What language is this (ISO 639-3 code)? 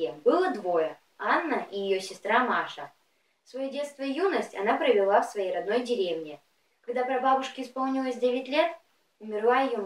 rus